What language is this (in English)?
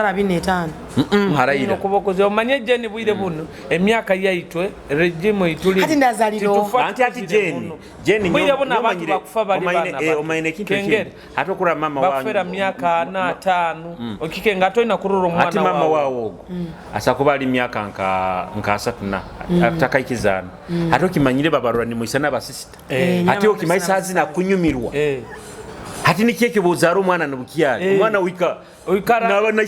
Nyoro